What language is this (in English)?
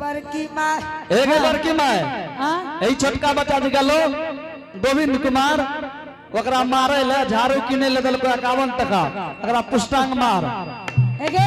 Angika